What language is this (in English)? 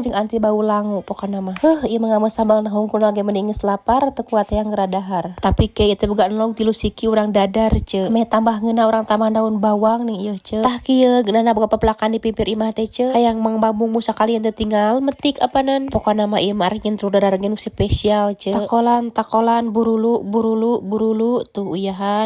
Sundanese